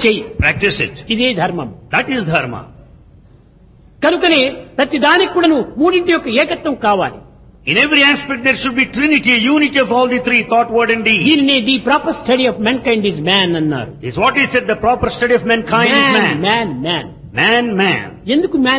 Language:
Telugu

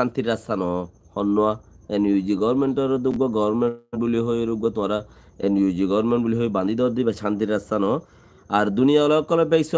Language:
Rohingya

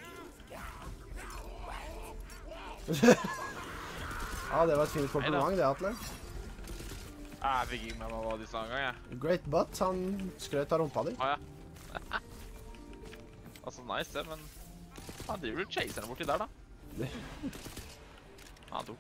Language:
Norwegian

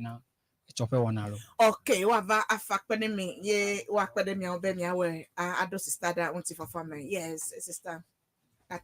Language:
Ewe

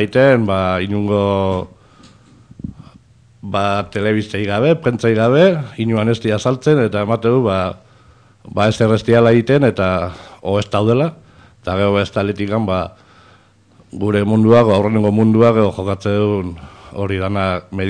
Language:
Basque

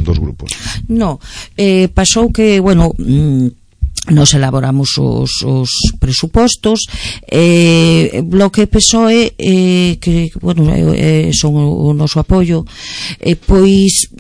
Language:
Galician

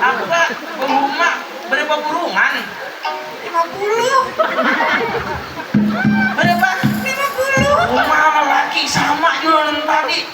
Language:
Banjar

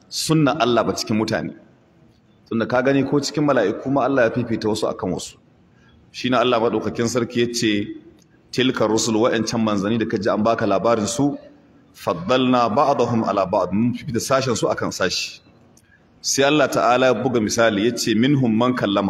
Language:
Hausa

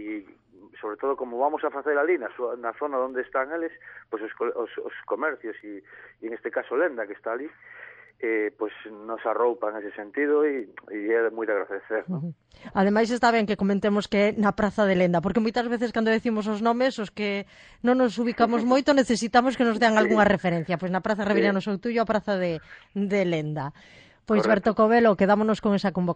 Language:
Galician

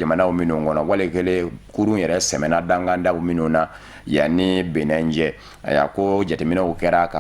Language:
Bambara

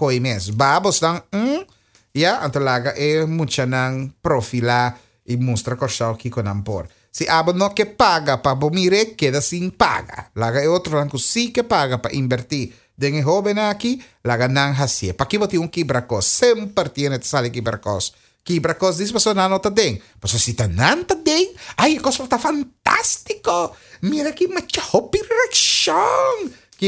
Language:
Papiamento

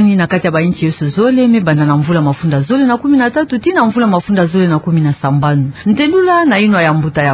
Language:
Kituba (Democratic Republic of Congo)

